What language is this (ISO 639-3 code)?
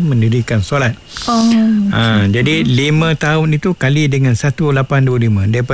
msa